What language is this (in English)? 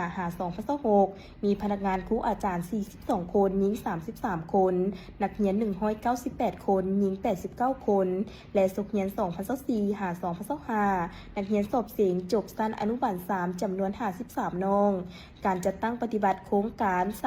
Lao